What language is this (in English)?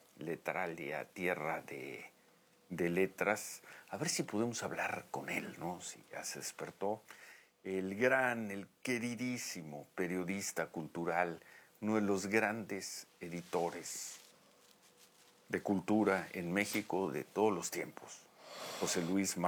Spanish